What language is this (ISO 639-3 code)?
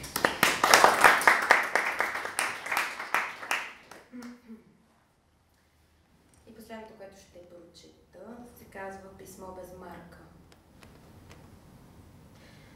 bul